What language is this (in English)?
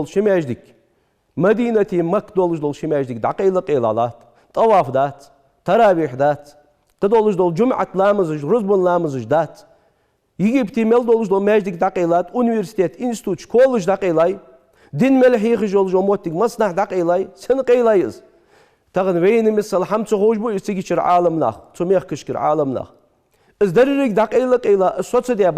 Ingush